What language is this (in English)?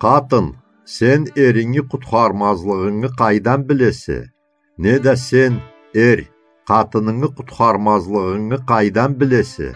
Karachay-Balkar